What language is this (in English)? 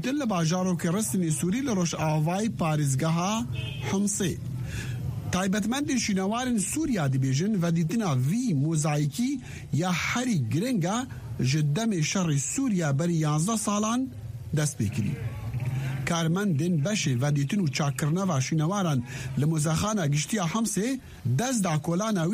Kurdish